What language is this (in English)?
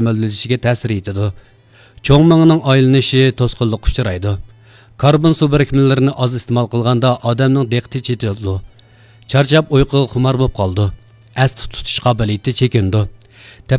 Uyghur